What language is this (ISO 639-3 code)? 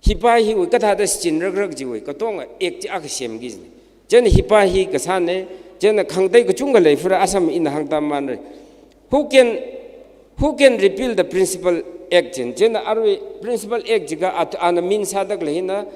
nmf